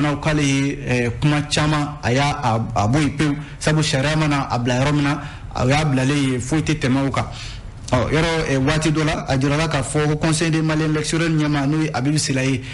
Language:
Bambara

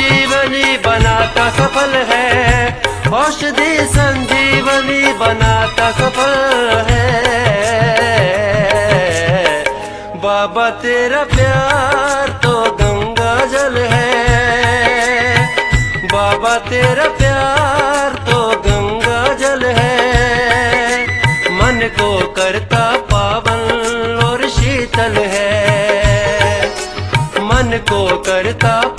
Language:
Hindi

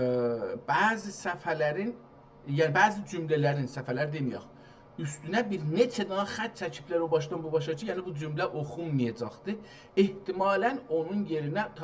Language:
South Azerbaijani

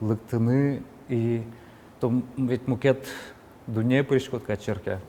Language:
Udmurt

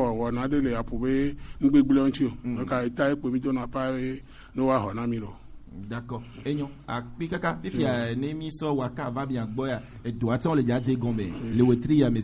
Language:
French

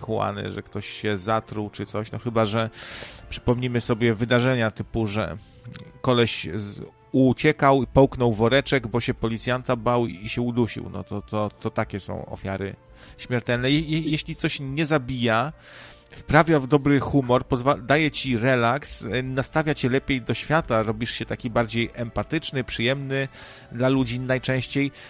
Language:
Polish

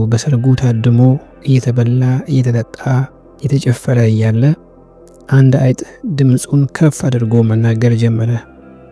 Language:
Amharic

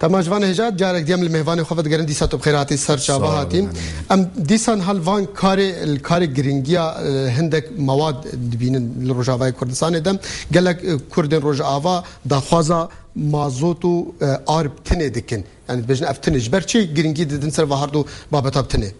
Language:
Kurdish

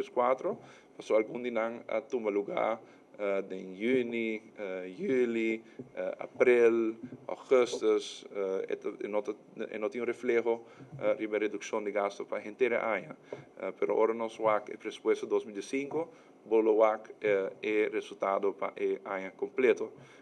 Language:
Papiamento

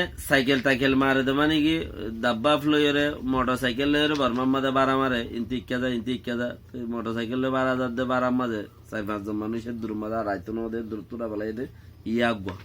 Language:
Rohingya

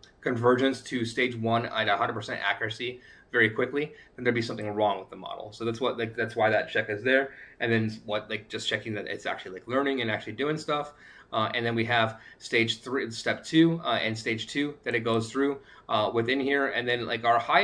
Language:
English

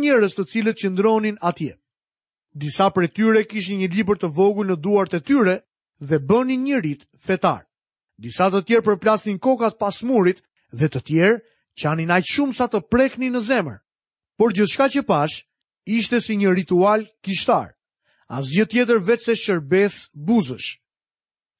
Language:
Albanian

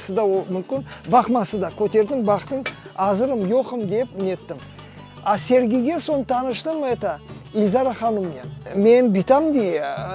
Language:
Crimean Tatar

